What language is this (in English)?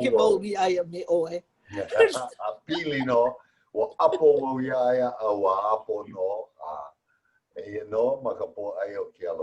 Hawaiian